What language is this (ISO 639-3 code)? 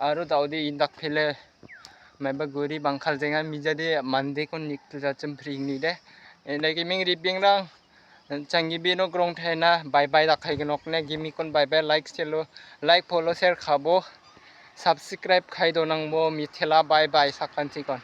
grt